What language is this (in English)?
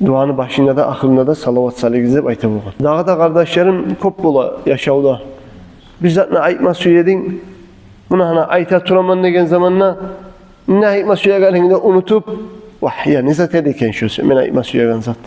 Kumyk